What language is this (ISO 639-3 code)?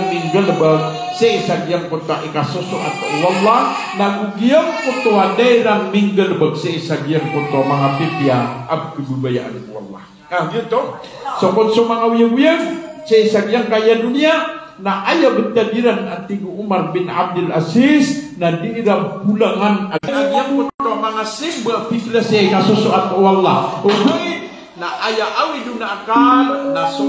mrw